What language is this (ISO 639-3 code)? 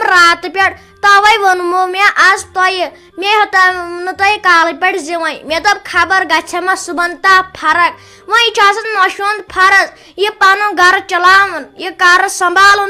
kas